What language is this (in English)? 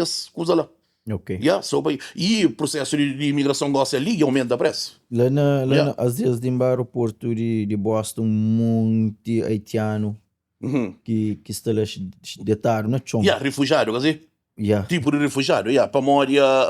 Kabuverdianu